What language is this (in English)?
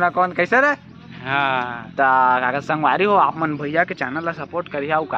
Chhattisgarhi